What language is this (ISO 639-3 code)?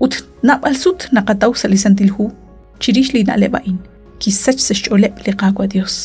kek